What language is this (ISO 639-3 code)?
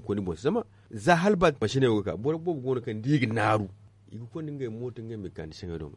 dje